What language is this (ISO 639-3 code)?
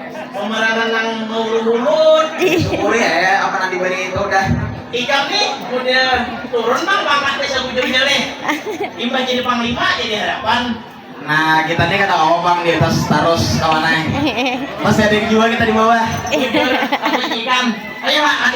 bjn